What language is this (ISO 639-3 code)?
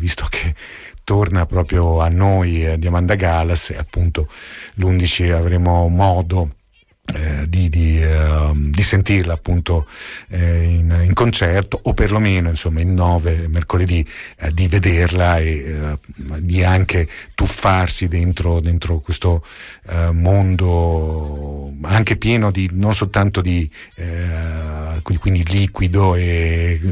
ita